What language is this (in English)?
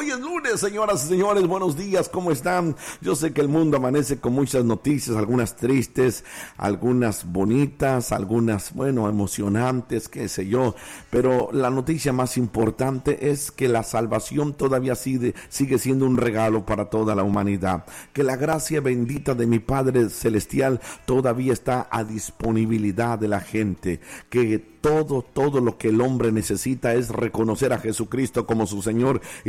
Spanish